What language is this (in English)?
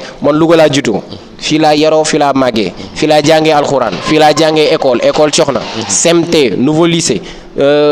Wolof